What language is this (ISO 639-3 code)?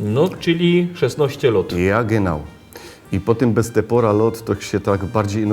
szl